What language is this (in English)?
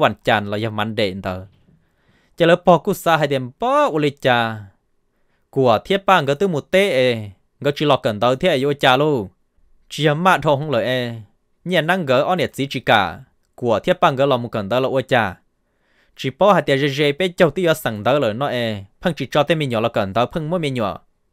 Vietnamese